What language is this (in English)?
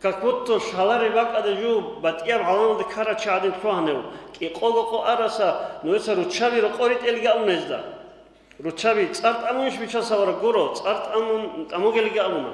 Avaric